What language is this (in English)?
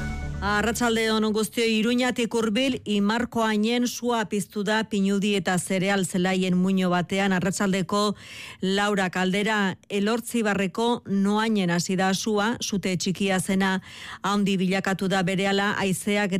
Basque